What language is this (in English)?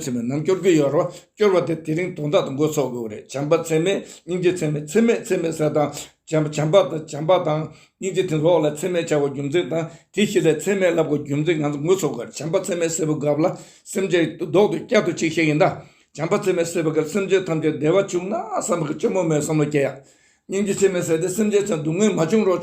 Tibetan